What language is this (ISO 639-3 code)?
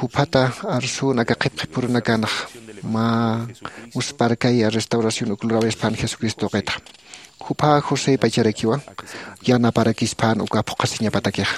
aym